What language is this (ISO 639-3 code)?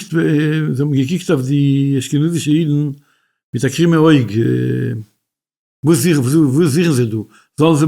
yid